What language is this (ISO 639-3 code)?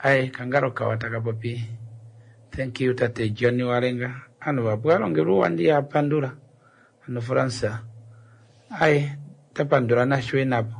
kua